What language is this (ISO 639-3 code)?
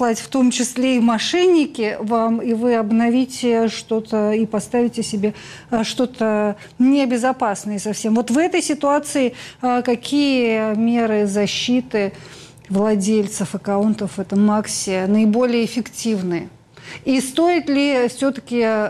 rus